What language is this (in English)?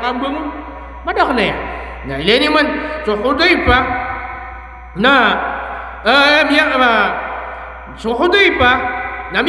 Maranao